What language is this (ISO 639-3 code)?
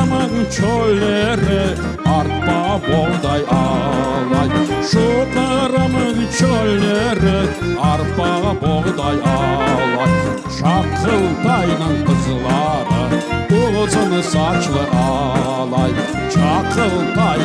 crh